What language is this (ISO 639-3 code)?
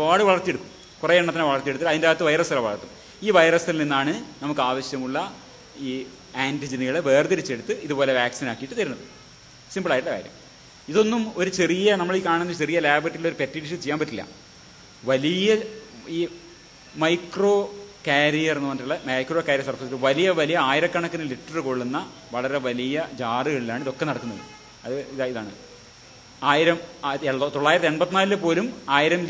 mal